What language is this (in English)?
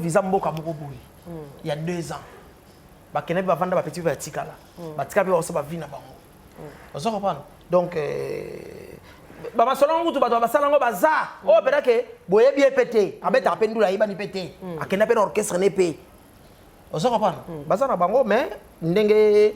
Lingala